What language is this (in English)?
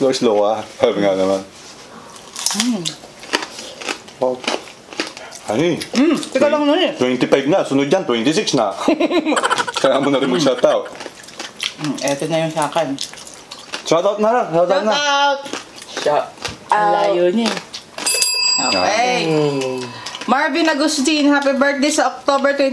Filipino